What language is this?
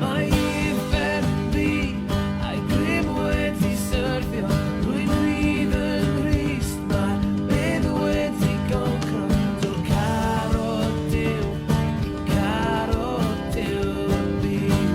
Welsh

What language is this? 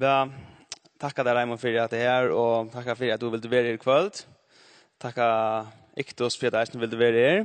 Faroese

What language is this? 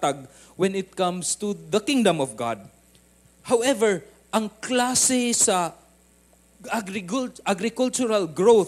Cebuano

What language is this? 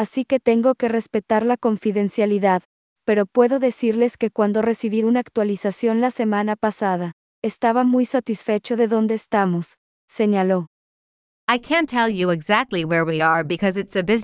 Spanish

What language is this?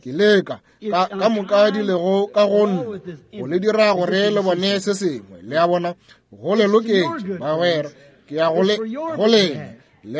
Northern Sotho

